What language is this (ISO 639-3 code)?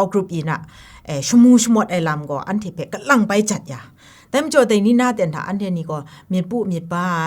kac